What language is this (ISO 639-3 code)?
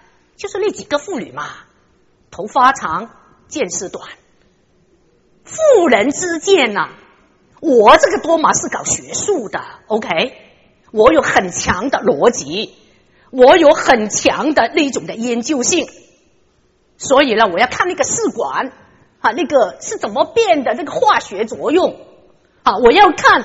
zho